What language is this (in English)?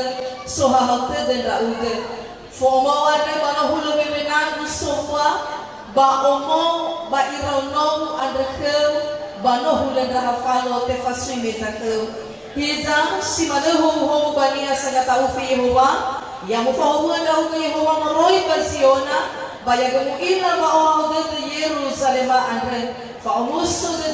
Nias